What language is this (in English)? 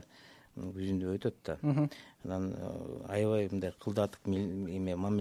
Kyrgyz